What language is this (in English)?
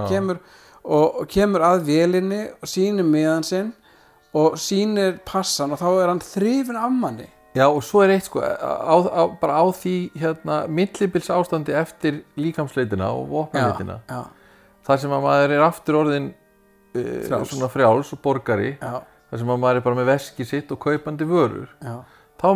Icelandic